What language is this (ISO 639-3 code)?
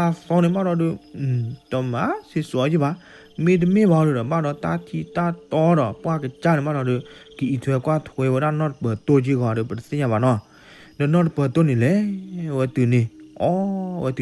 ksw